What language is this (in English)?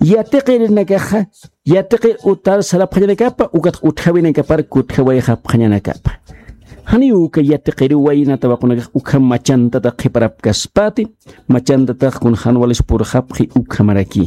Aymara